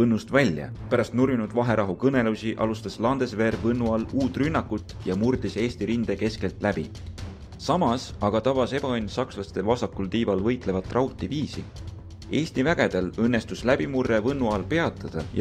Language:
Estonian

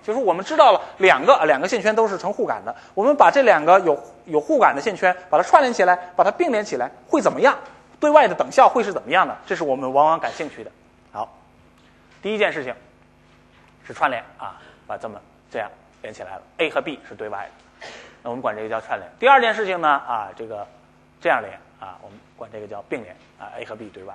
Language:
Chinese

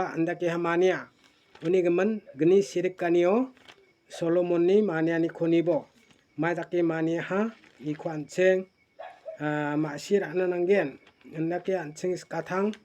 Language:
Garo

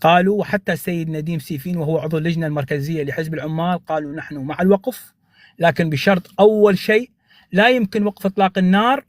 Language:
North Levantine Arabic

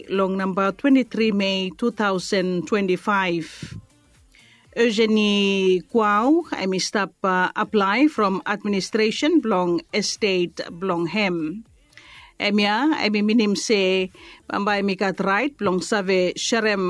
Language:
Bislama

